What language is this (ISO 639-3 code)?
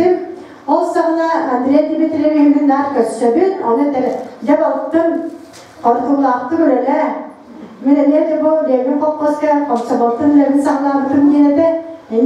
sah